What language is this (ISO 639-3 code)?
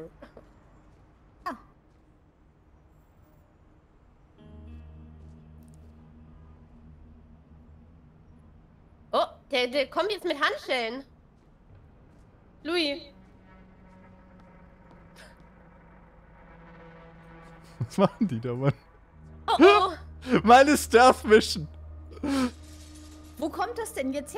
deu